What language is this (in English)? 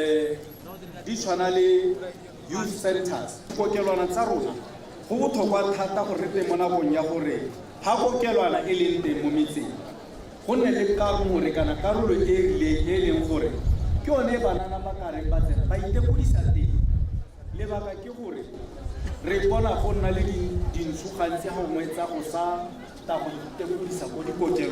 Tswana